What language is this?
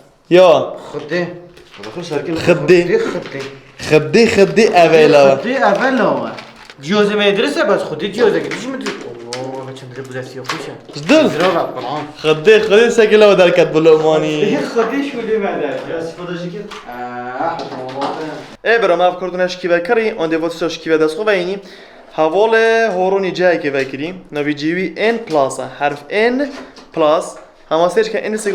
Kurdish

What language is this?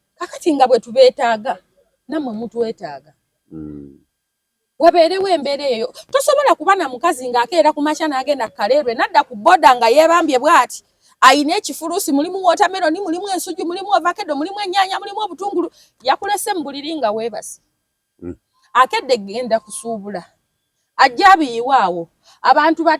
Ganda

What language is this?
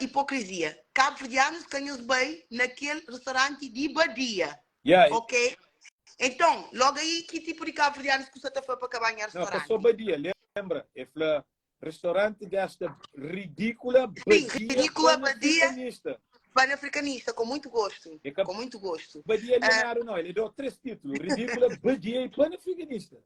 Kabuverdianu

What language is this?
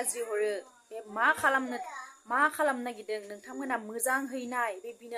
Bodo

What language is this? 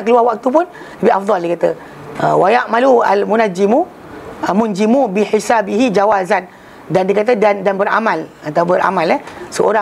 Malay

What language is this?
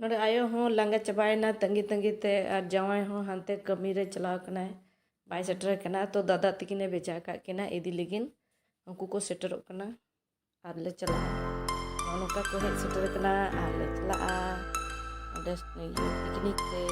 Santali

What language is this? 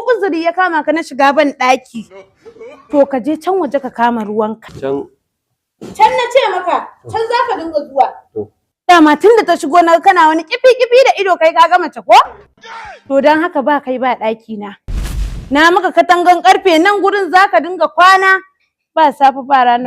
Hausa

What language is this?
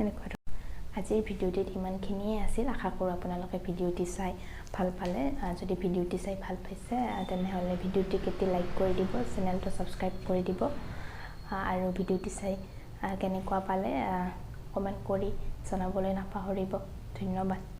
Assamese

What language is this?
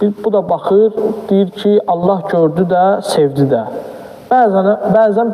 Azerbaijani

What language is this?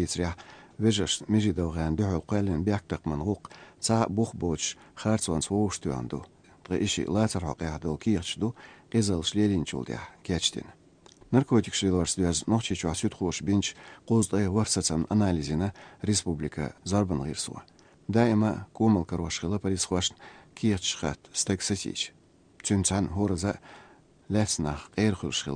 Chechen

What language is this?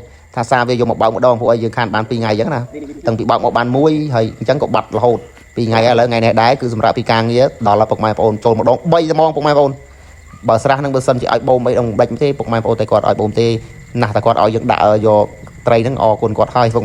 Khmer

